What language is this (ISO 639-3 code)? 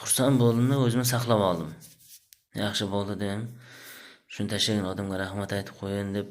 uzb